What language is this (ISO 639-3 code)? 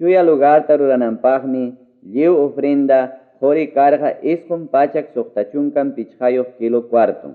quy